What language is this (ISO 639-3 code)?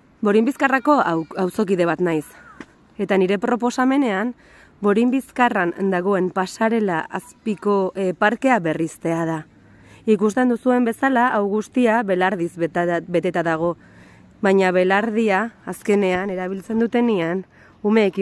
eus